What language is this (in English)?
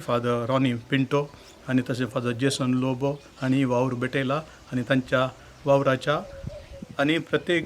Konkani